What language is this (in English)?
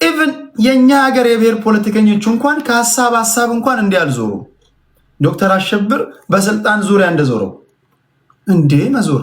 Amharic